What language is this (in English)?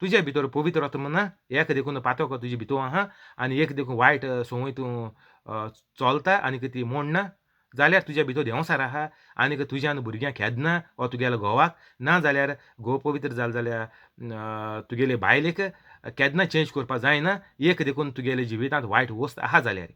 Konkani